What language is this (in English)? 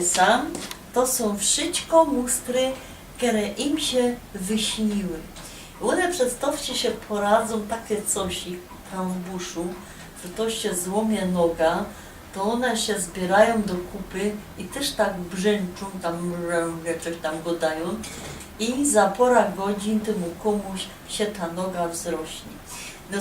Silesian